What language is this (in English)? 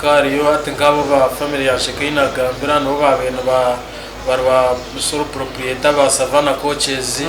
Nyankole